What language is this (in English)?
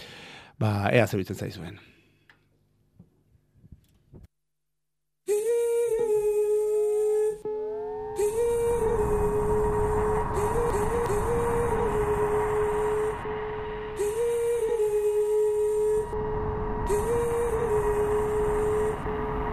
Basque